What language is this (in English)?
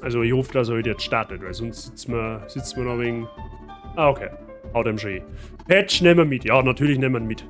Bavarian